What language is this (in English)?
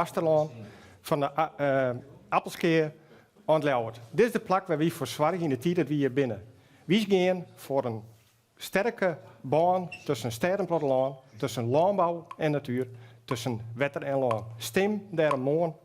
Western Frisian